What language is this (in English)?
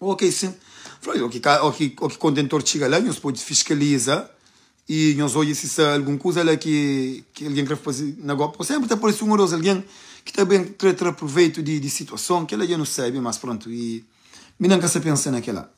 Kabuverdianu